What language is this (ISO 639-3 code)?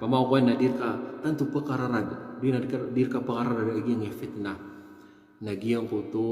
mrw